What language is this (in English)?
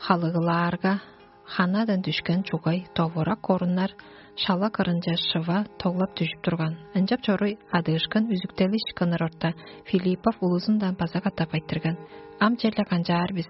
Tuvinian